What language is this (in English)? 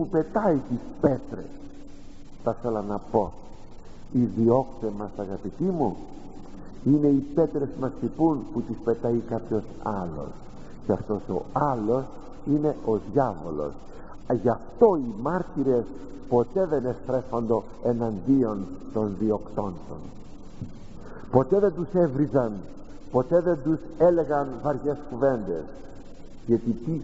Greek